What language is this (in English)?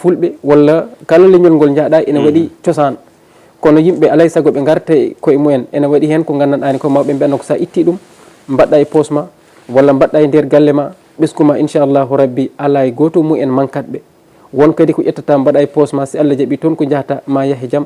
Fula